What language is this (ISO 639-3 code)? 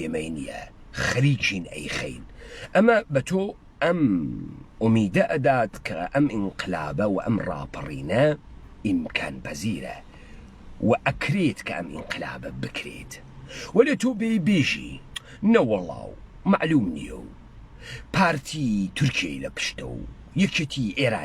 ckb